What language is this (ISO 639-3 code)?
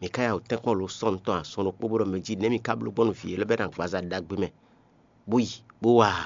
fon